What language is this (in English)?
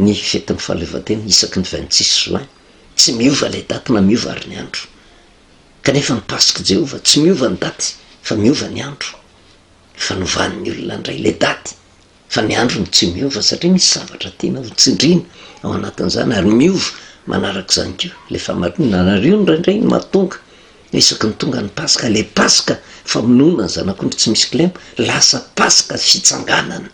Malagasy